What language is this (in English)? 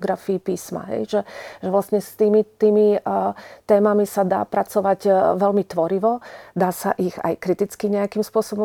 Slovak